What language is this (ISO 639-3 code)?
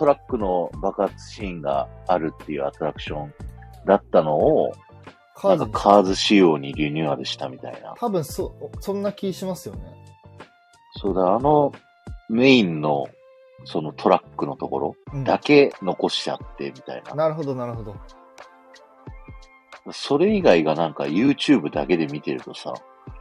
jpn